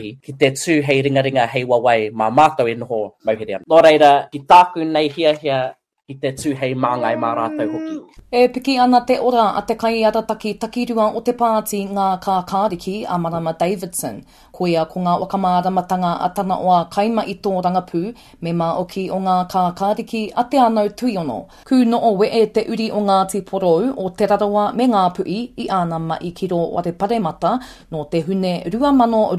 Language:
Māori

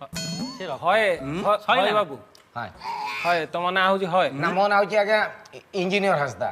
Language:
Santali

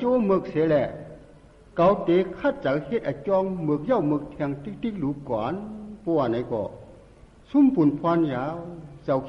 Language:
Shan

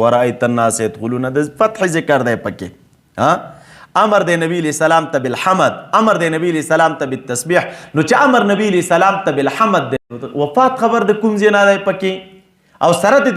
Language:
Pashto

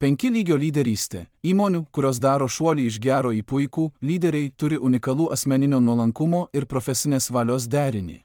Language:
Lithuanian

